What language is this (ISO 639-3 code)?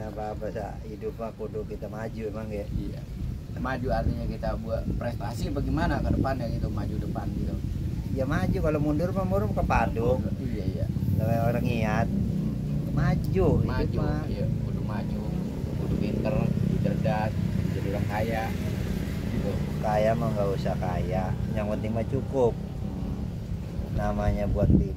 bew